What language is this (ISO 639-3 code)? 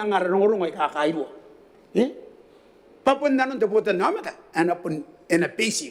gil